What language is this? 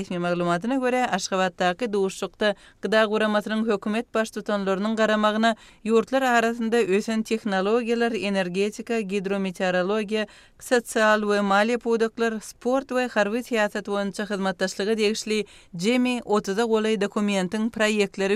Kyrgyz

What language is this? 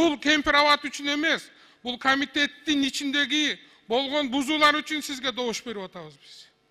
Kyrgyz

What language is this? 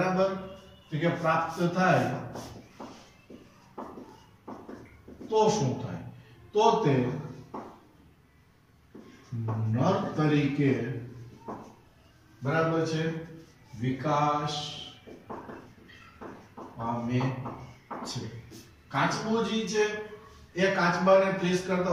Gujarati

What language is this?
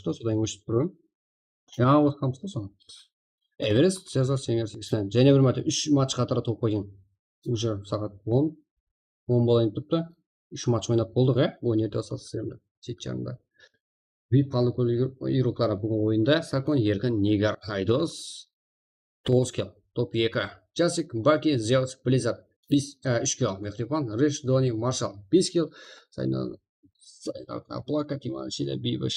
Kara-Kalpak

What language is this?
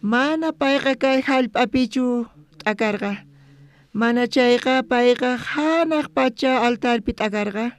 South Bolivian Quechua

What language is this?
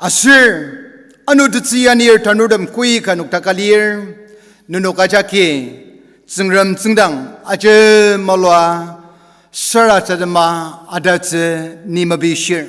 Ao Naga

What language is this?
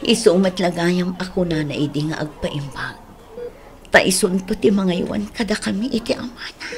Iloko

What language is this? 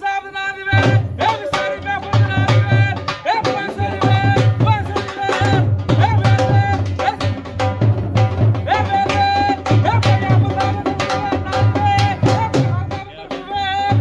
Pahari-Potwari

